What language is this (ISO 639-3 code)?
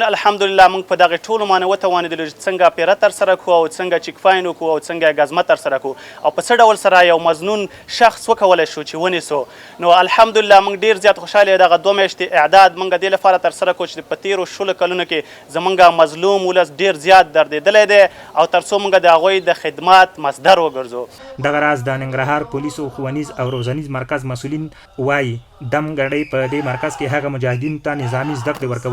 pus